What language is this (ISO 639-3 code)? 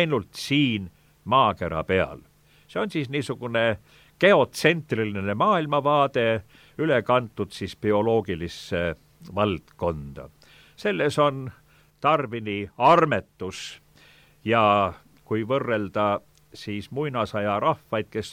est